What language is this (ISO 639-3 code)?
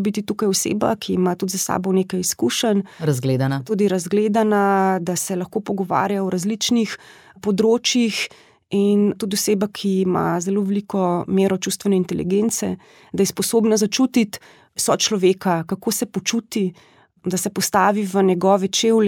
slv